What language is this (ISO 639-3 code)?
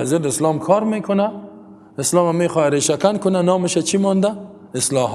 fas